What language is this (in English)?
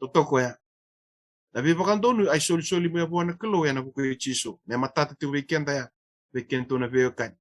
Fijian